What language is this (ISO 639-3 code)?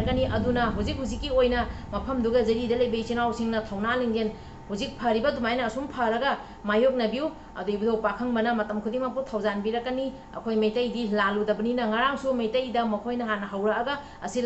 mni